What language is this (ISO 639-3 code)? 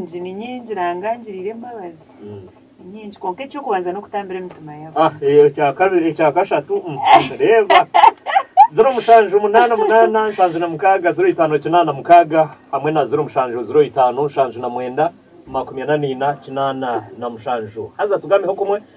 nyn